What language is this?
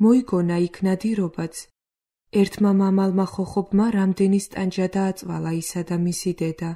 Georgian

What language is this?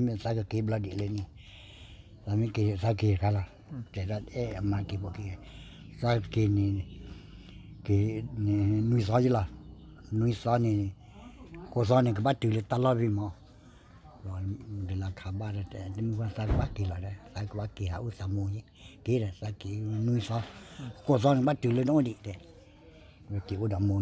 S'gaw Karen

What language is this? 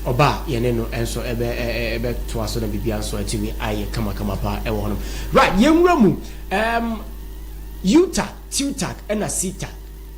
Akan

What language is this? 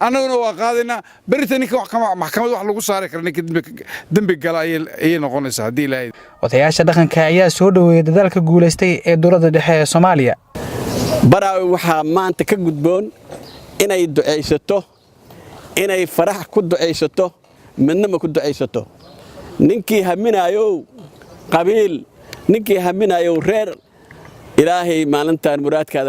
Somali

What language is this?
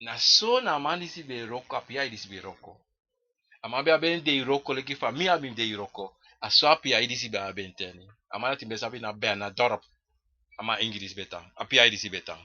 Sranan Tongo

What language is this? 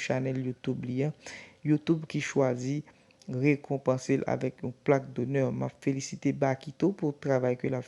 Haitian Creole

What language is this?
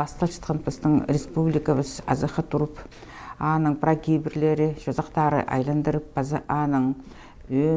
Khakas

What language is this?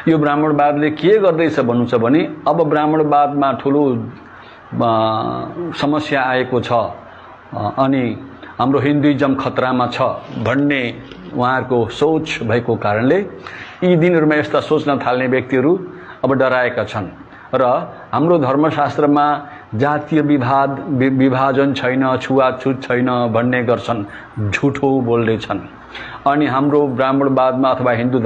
Nepali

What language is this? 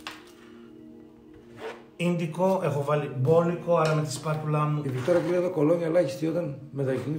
Greek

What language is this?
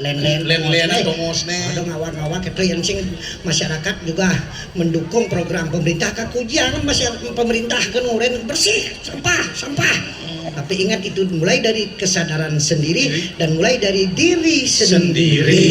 Balinese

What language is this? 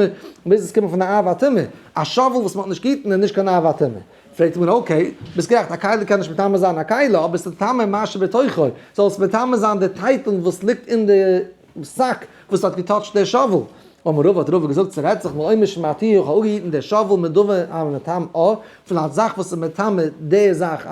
Yiddish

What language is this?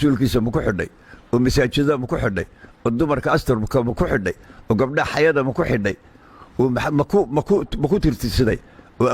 Somali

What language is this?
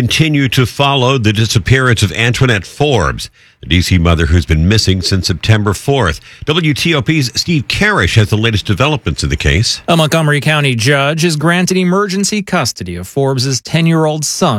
English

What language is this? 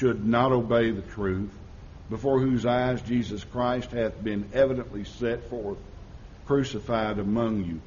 English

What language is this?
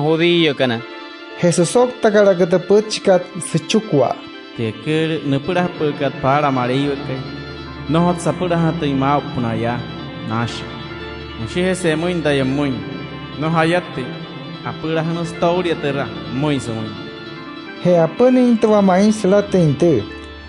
Wayuu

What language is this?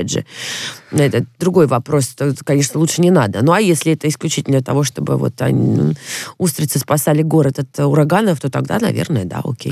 Russian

